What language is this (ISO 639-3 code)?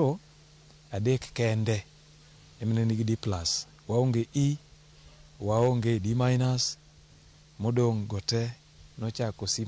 luo